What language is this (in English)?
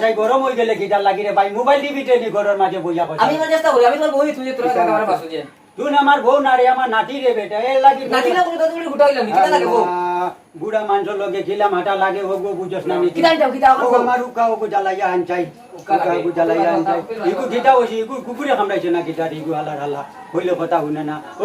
Sylheti